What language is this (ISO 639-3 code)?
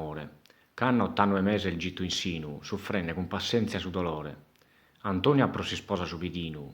srd